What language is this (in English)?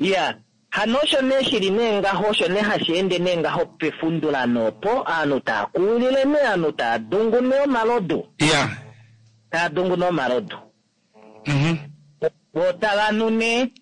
Kuanyama